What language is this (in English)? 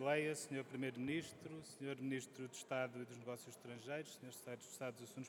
Portuguese